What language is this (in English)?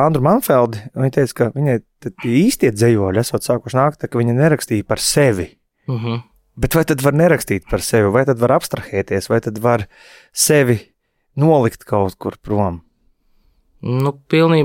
Latvian